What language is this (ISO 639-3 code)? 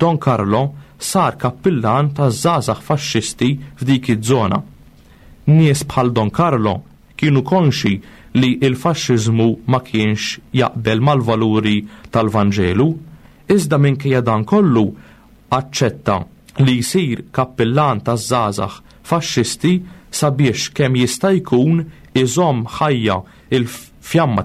mlt